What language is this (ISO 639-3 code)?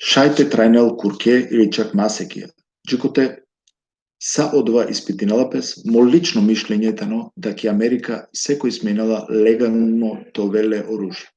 rmn